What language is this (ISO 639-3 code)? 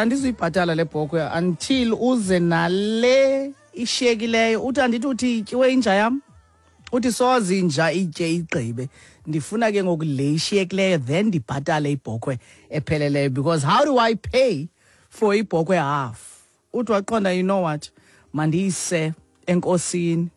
xho